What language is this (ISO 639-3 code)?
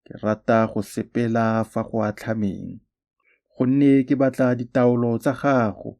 tsn